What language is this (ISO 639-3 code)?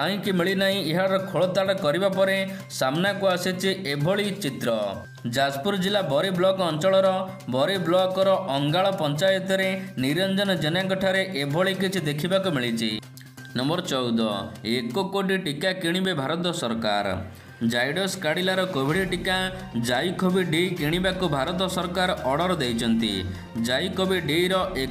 ori